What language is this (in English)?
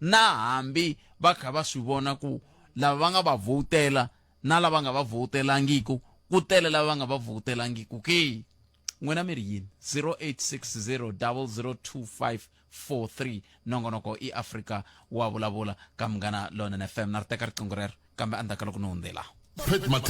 Tsonga